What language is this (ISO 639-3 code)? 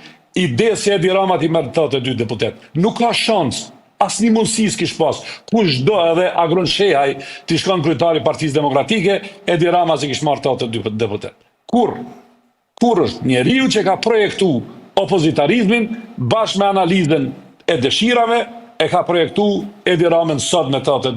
sqi